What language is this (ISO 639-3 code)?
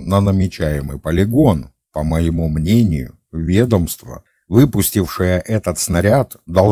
rus